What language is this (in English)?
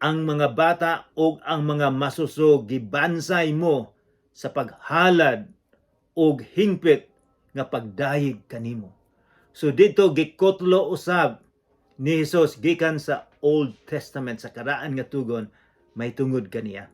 Cebuano